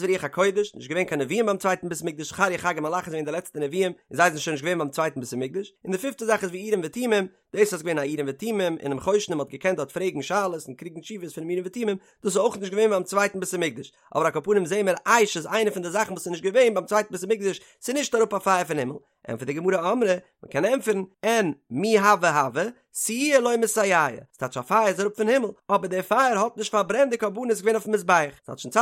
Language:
Yiddish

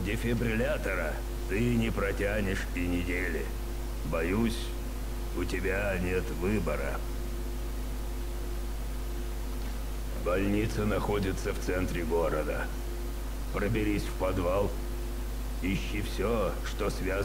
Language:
Russian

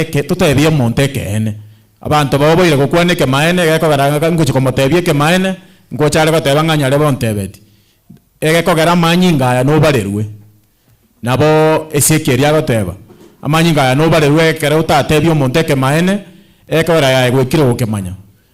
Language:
Gusii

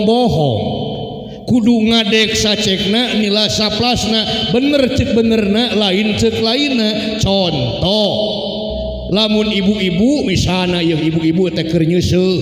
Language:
Sundanese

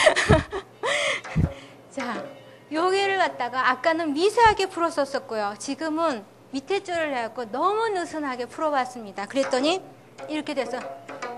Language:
Korean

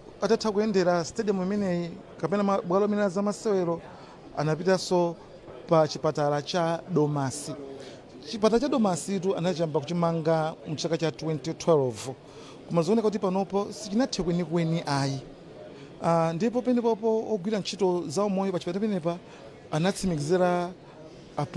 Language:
Nyanja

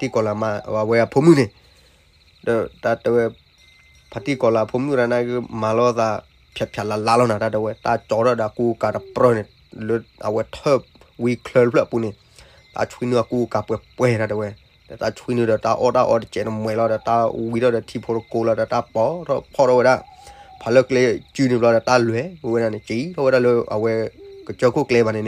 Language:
S'gaw Karen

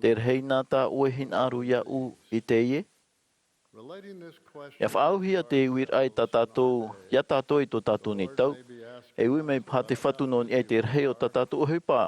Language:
Tahitian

